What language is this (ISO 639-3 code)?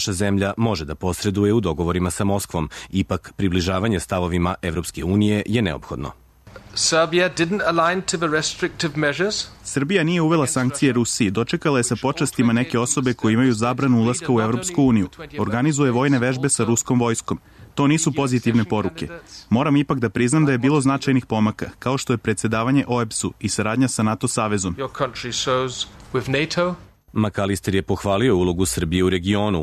srp